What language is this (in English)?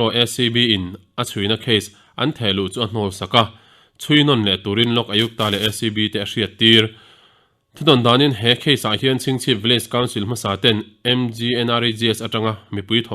Mizo